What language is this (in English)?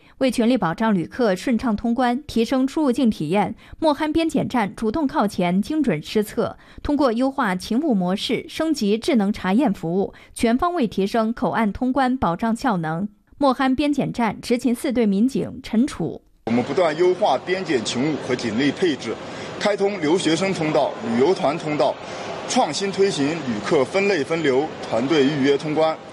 Chinese